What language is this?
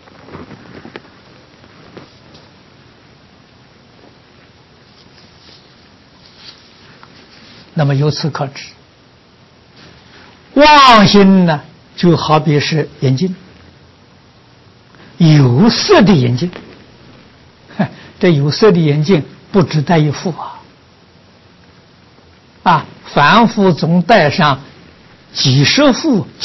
Chinese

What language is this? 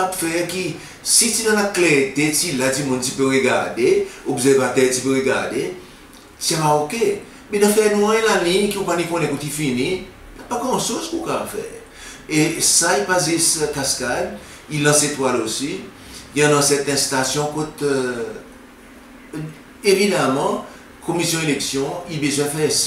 Seselwa Creole French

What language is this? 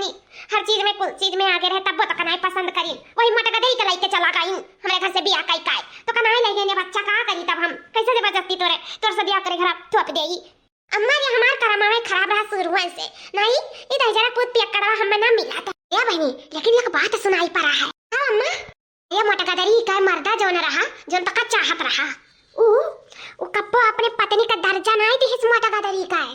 Awadhi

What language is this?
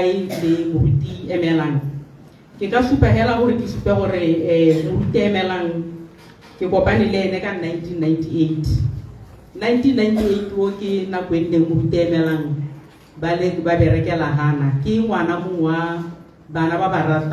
Tswana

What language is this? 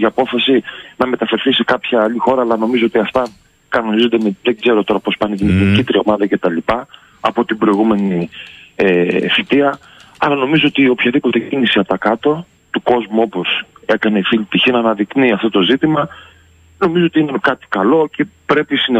Greek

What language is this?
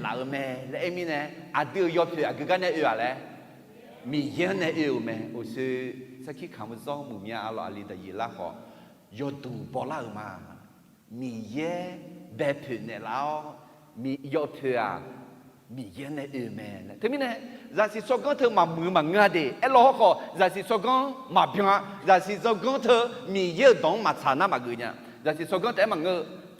Akha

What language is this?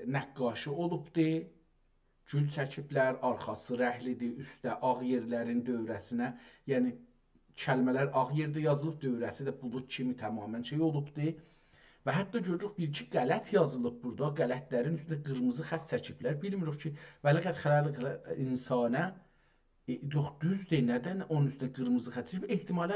South Azerbaijani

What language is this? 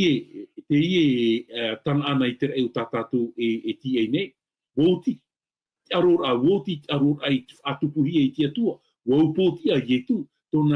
Tahitian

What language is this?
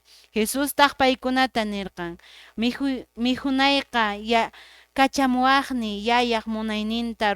Quechua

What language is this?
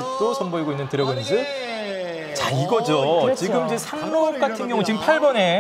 Korean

